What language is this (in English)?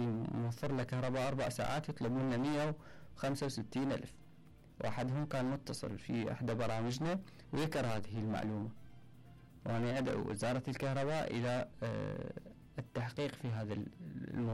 Mesopotamian Arabic